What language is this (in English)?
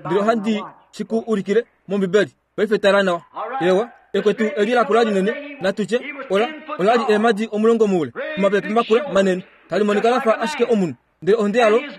Kuanyama